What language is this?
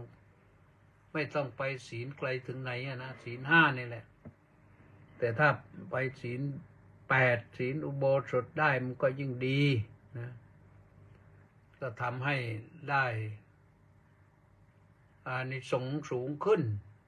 Thai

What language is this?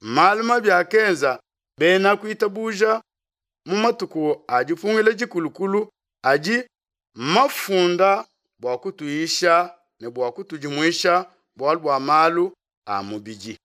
Luba-Lulua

